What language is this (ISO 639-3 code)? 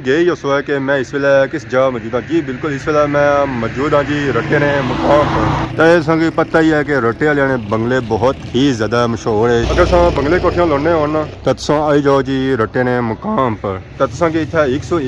phr